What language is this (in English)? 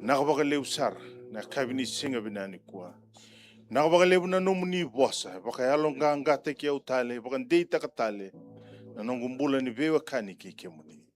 Fijian